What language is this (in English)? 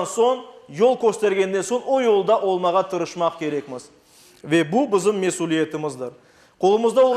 Crimean Tatar